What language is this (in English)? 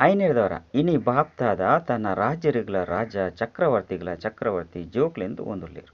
Tulu